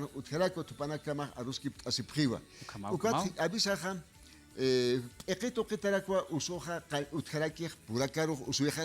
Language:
Aymara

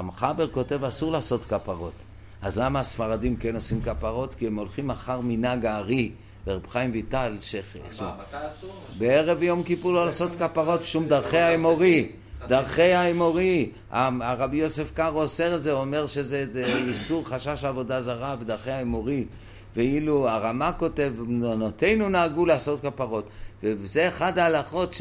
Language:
Hebrew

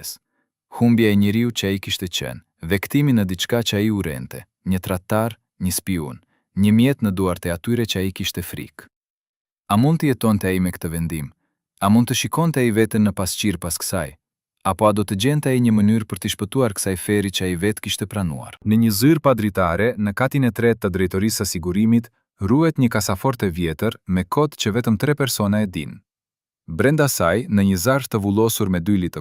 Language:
Albanian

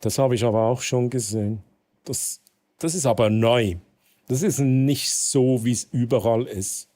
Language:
Swiss German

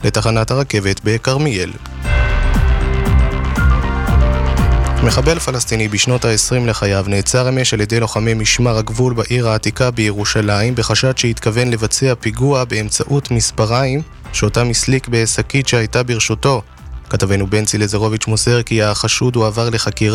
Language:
Hebrew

